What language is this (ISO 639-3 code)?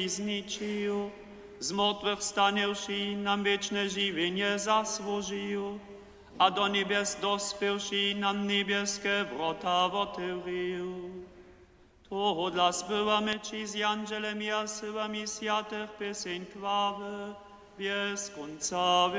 hsb